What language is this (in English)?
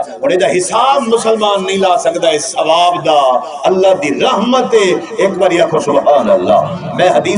Saraiki